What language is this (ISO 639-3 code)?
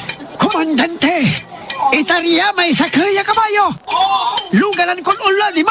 pag